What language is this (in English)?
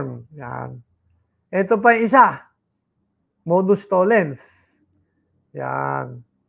Filipino